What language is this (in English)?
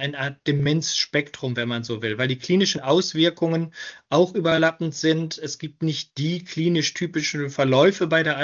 German